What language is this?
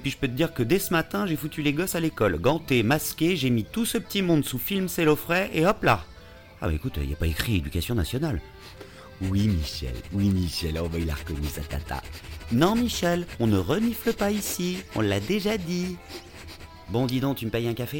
French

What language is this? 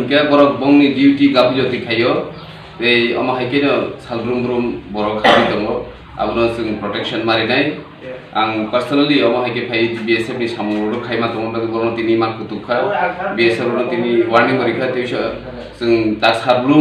Kok Borok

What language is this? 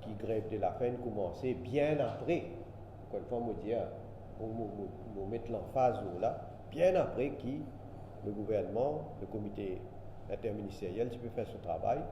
Morisyen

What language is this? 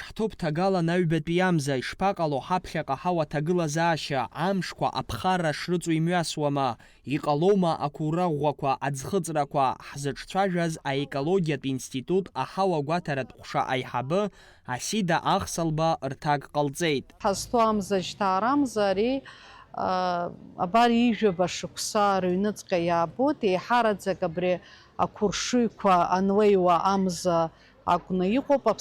Abkhazian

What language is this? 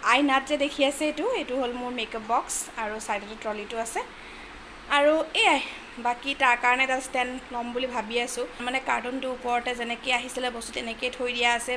Assamese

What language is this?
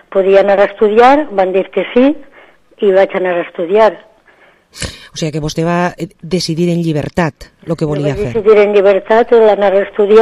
Catalan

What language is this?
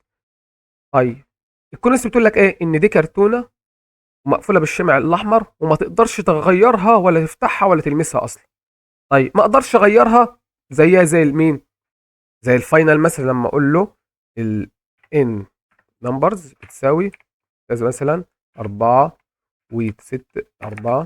Egyptian Arabic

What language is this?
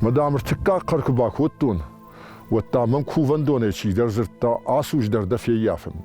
Ossetic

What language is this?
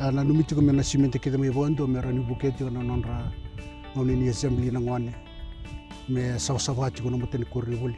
Fijian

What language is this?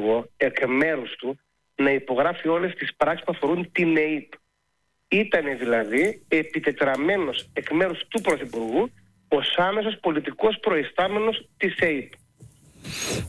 Greek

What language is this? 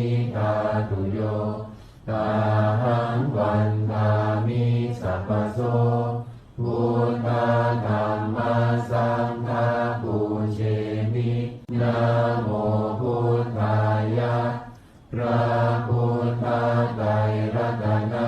Pali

